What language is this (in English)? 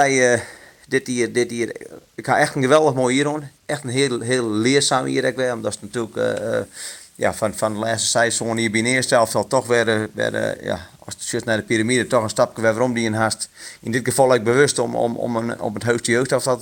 Western Frisian